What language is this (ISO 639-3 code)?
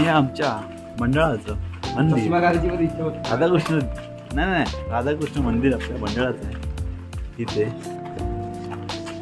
mar